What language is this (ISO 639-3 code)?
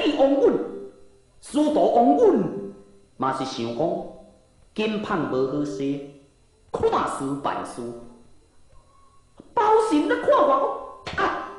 nan